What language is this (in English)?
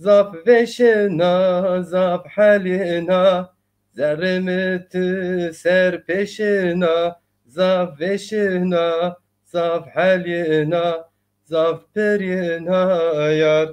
Zaza